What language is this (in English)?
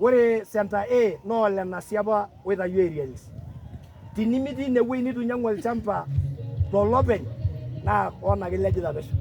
Masai